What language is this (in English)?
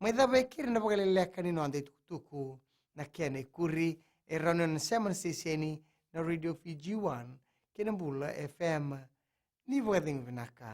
Fijian